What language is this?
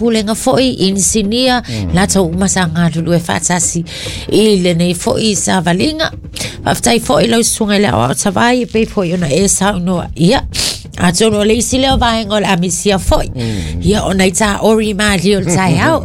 Samoan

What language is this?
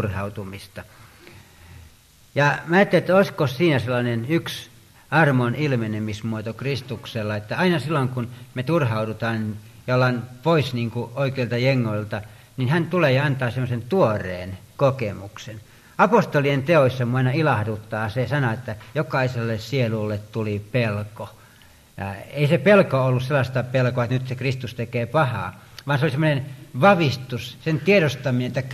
Finnish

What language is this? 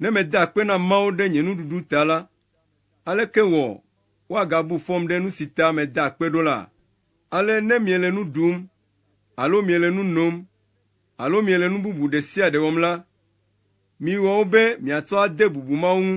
Ewe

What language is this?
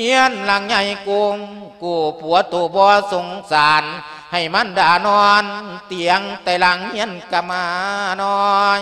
Lao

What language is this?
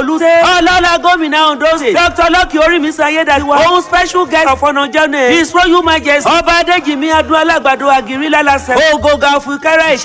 Yoruba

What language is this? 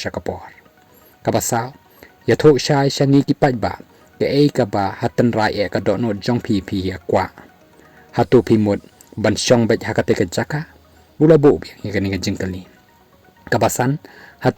Khasi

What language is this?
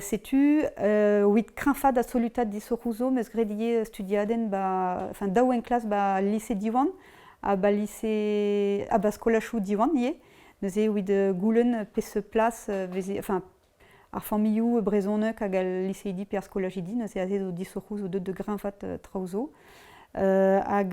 Breton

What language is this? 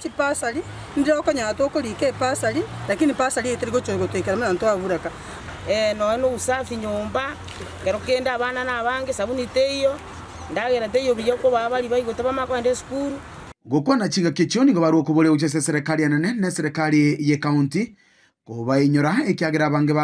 Gusii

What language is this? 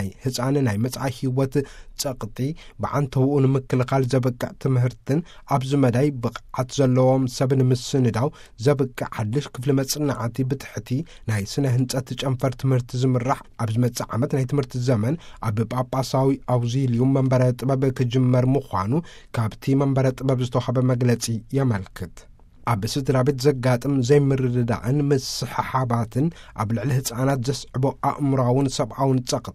Tigrinya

